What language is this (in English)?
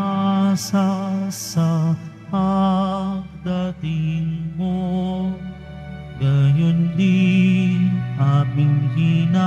Filipino